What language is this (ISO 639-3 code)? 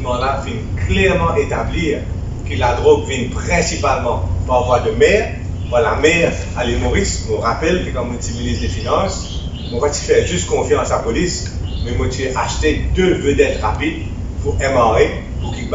mfe